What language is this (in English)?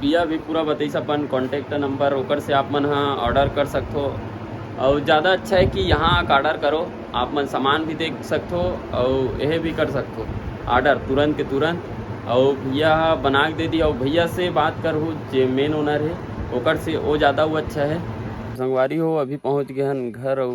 Chhattisgarhi